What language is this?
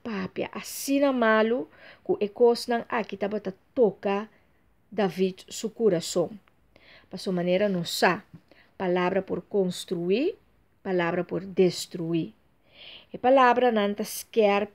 Papiamento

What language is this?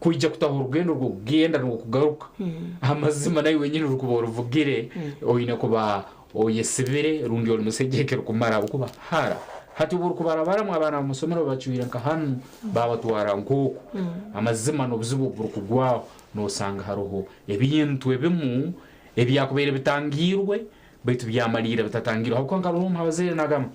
Nyankole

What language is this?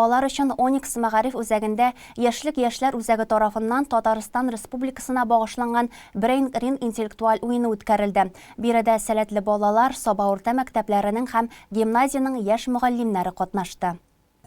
Tatar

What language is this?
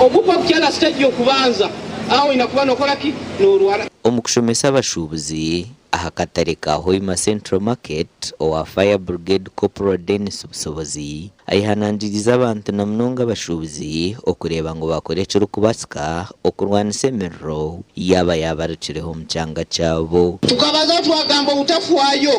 Nyankole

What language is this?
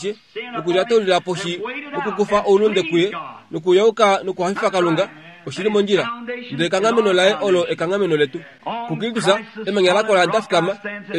Kuanyama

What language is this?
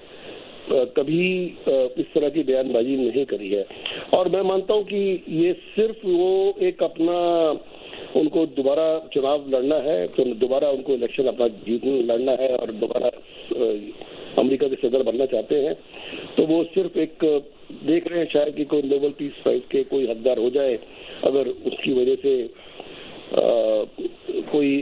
Urdu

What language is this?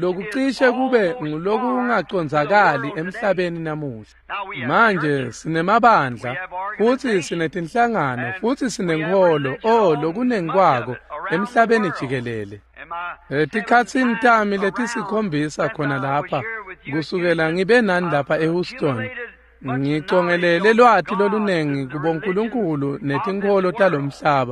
Swati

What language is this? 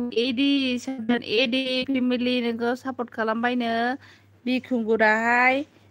Bodo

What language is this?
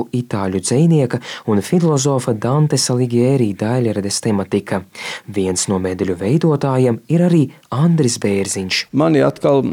Latvian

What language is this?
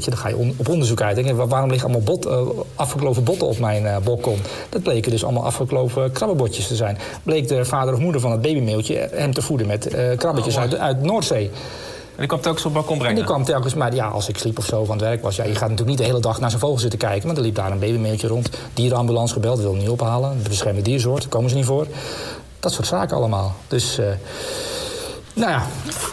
Dutch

